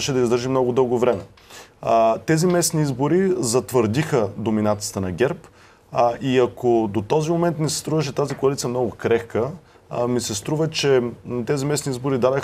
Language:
Bulgarian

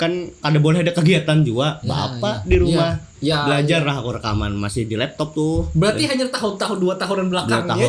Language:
Banjar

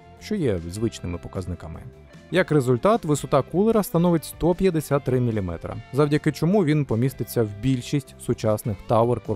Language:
Ukrainian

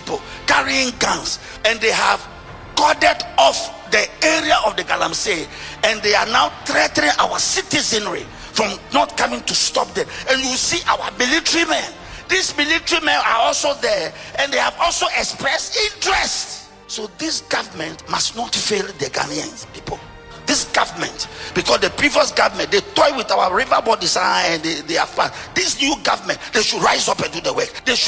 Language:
English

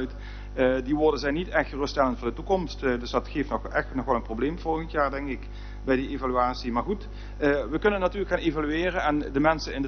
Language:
Dutch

